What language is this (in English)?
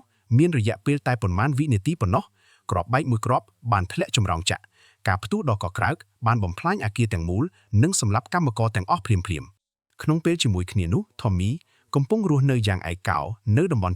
Khmer